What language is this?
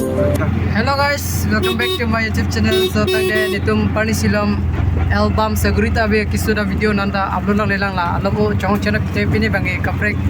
Karbi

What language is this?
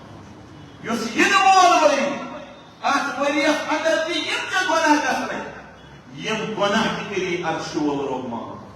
Kashmiri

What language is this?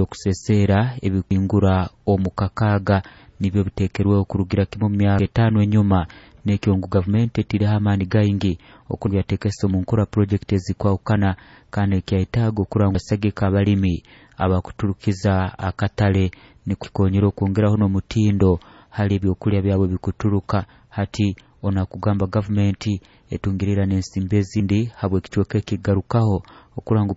Nyoro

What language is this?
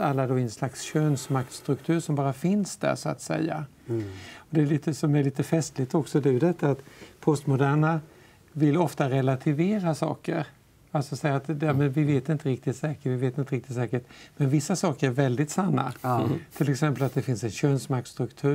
Swedish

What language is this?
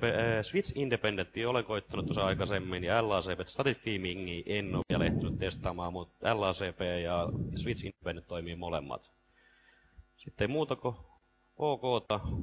Finnish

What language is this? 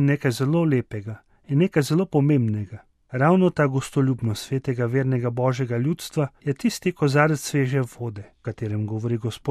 Slovenian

